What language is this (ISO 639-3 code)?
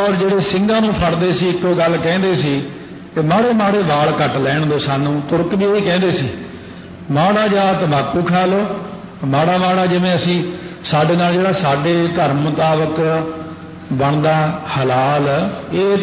pan